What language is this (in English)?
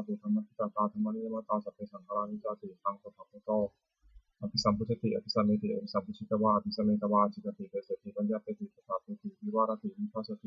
Pali